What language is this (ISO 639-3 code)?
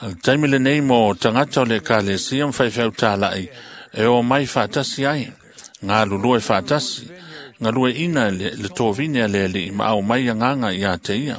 smo